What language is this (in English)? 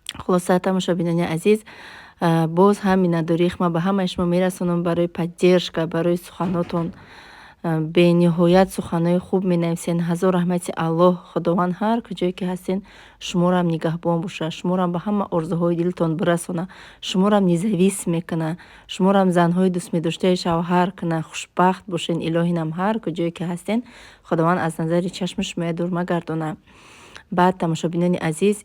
Tajik